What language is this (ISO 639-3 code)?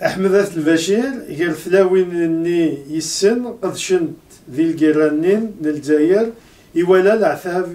kab